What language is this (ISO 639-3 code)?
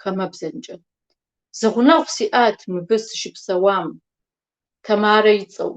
kbd